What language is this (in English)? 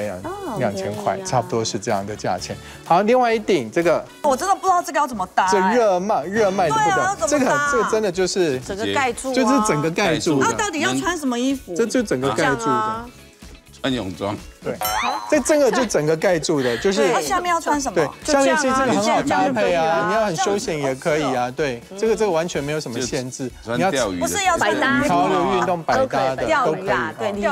Chinese